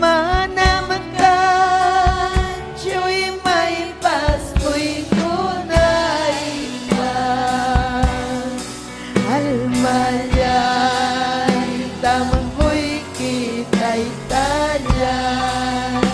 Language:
Ayacucho Quechua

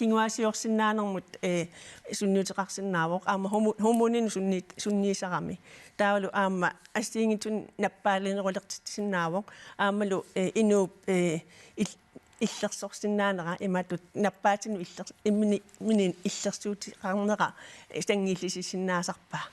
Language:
Kalaallisut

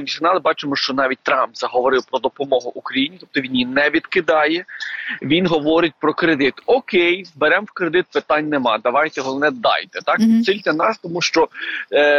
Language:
Ukrainian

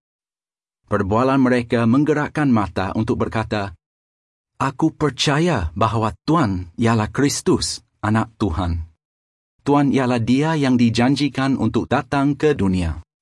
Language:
Malay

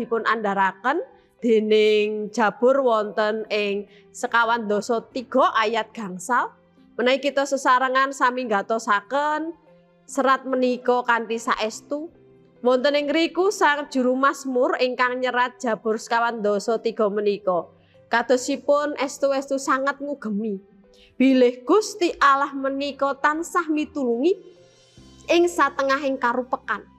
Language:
Javanese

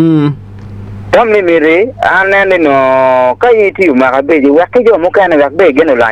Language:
Acoli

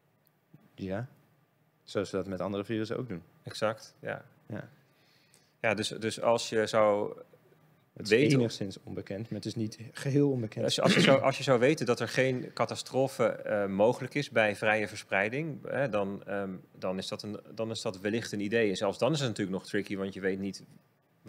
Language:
Dutch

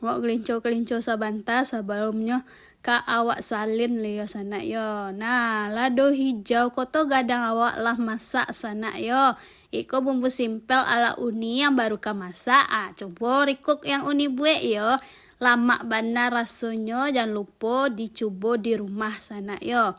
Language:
Minangkabau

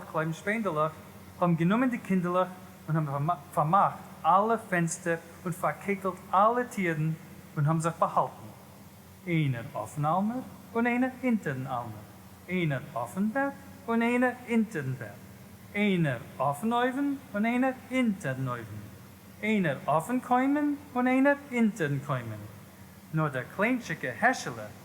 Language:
Yiddish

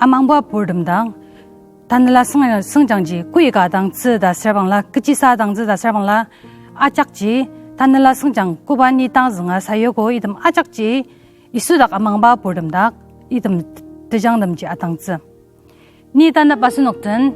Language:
Ao Naga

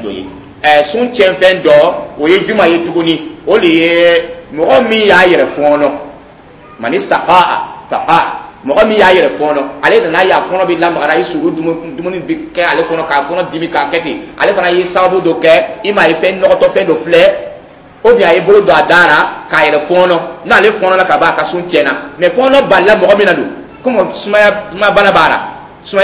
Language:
Dyula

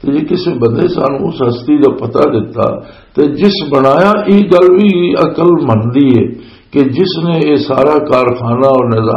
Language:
Western Panjabi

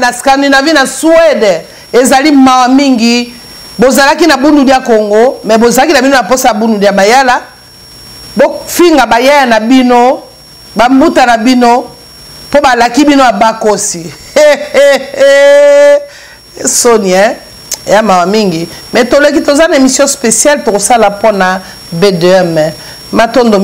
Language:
Lingala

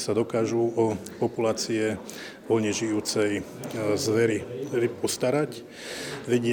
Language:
Slovak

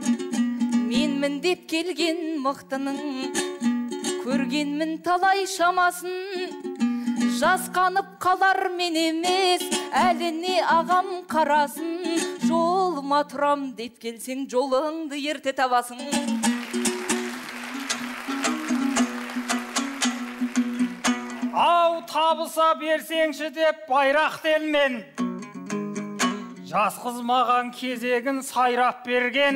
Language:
Kazakh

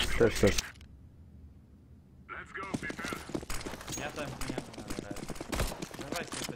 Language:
Polish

